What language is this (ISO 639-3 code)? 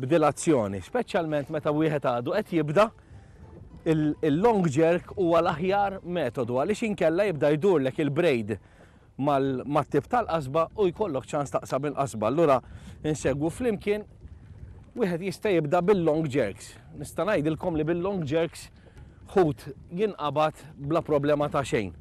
mlt